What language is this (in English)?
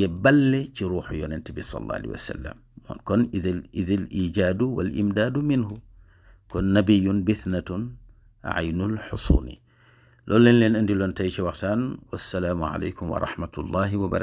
Wolof